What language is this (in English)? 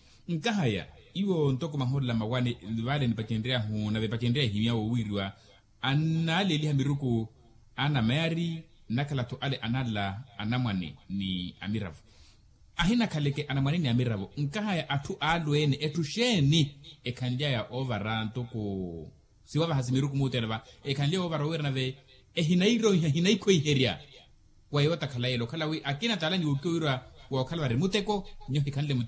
Makhuwa